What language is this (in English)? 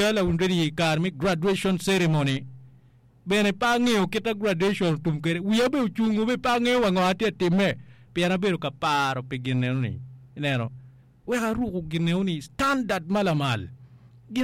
Acoli